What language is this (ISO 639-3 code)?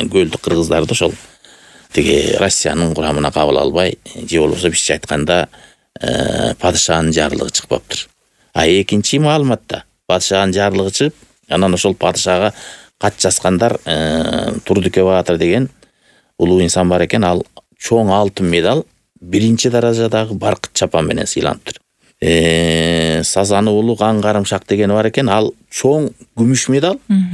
kir